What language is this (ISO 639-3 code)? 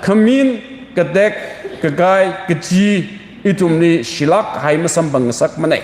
nmf